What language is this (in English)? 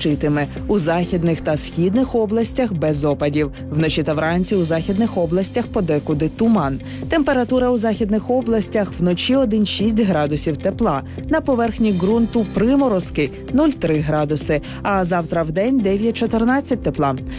Ukrainian